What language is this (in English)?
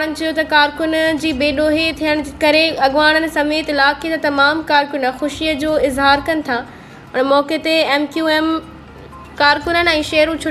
Sindhi